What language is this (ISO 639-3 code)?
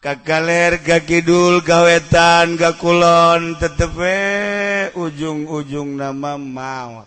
sun